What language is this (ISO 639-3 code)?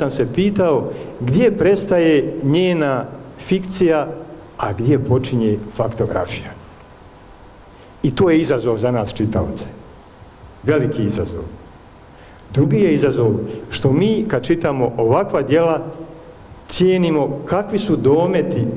bos